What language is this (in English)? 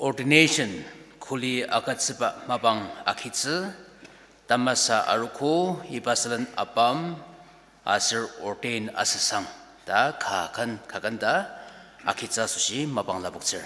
Ao Naga